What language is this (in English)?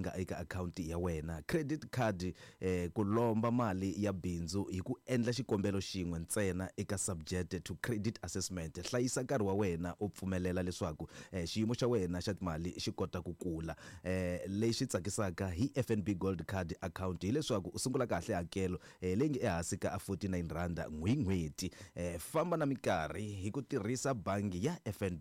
Tsonga